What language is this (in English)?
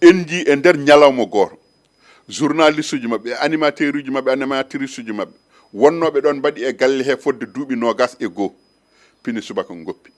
Fula